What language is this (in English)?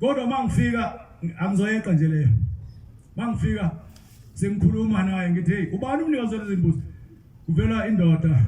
Zulu